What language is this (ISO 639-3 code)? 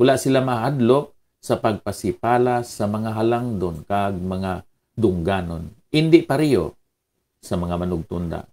hil